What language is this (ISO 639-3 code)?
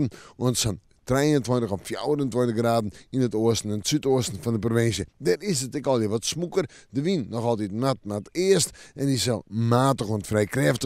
fry